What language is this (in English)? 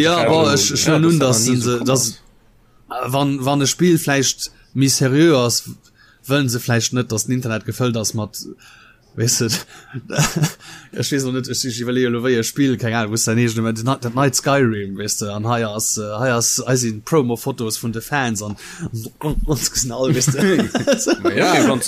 Luxembourgish